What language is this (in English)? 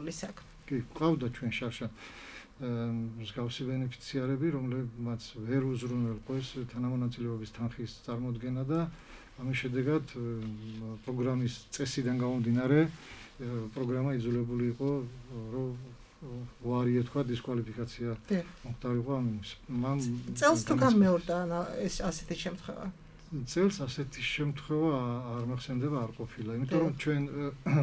Georgian